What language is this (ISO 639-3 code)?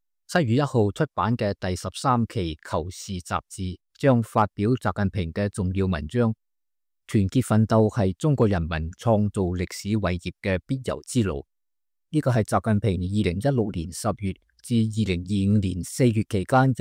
yue